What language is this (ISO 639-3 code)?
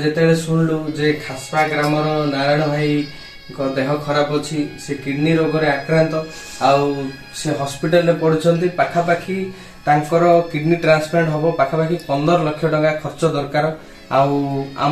ori